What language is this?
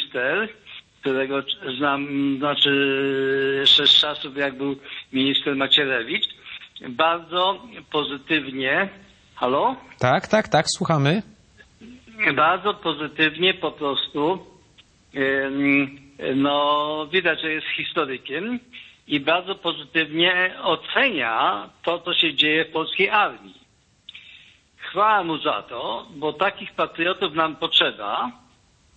Polish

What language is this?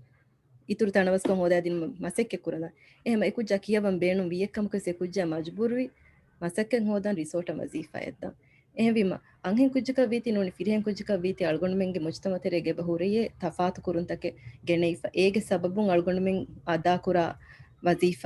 Divehi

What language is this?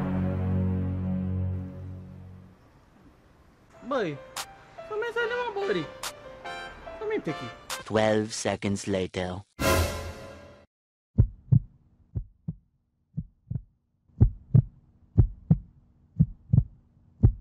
Dutch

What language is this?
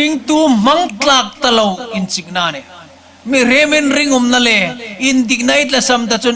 Hmar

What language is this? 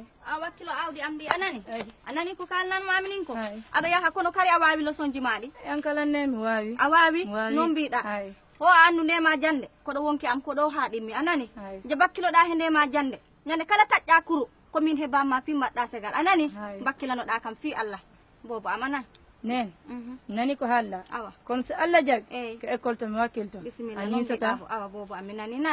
Fula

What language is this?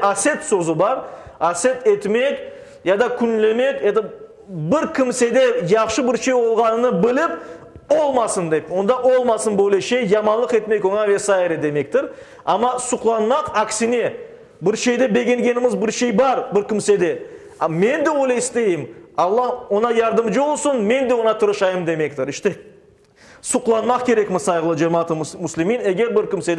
Crimean Tatar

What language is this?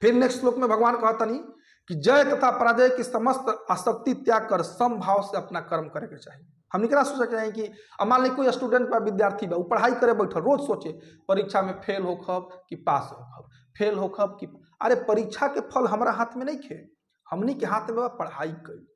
Bhojpuri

